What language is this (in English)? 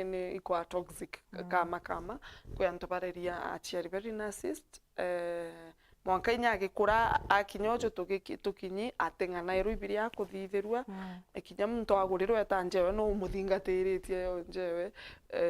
Meru